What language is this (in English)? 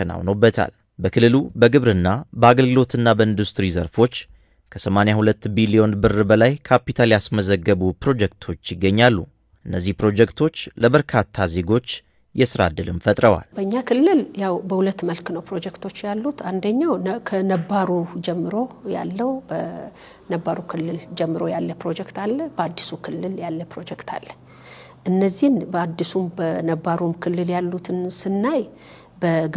Amharic